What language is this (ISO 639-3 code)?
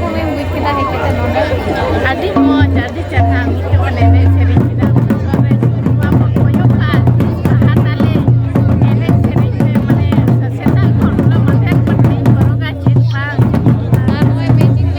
sat